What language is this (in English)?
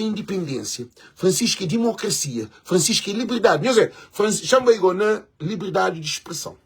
Kabuverdianu